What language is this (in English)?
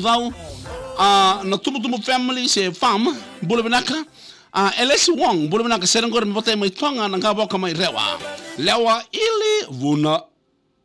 Fijian